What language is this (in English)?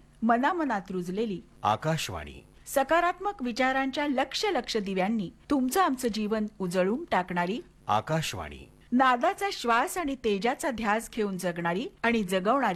Marathi